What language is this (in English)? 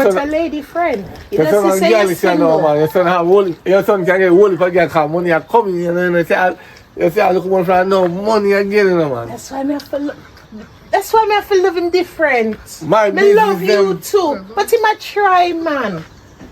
Jamaican Creole English